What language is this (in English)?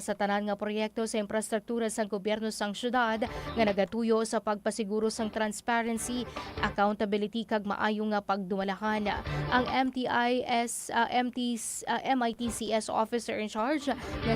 Hiligaynon